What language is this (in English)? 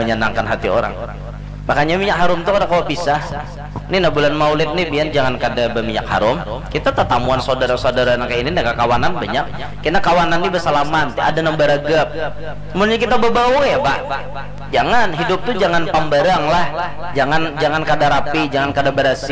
Banjar